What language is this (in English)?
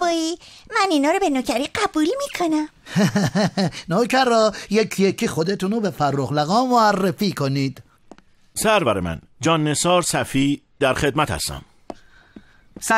Persian